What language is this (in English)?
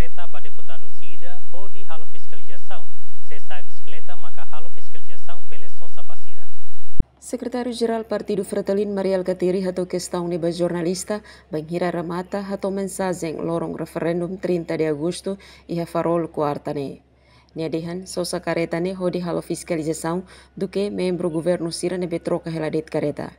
Tetum